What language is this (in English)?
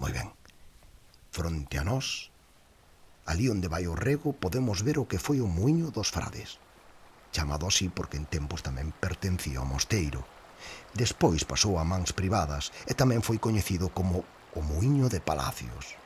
Galician